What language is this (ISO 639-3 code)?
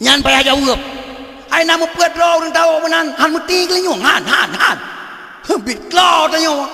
ace